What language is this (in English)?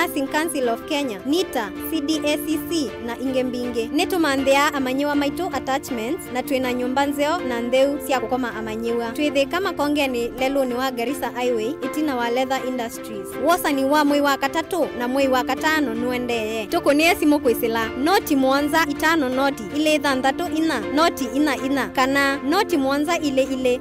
Kamba